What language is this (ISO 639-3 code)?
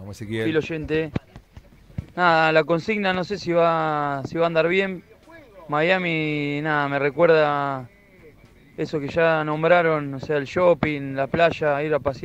spa